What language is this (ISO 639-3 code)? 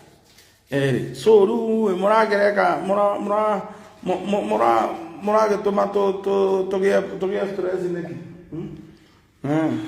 kik